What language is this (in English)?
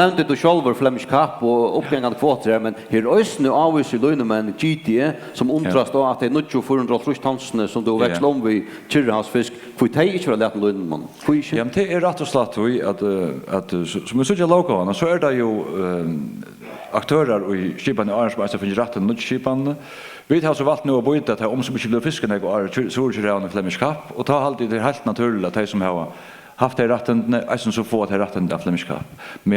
Faroese